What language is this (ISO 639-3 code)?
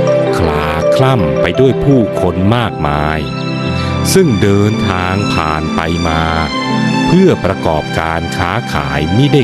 tha